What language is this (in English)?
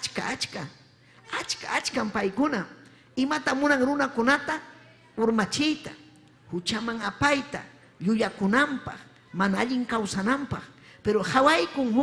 Ayacucho Quechua